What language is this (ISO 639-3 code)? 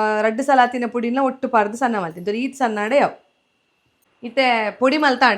tcy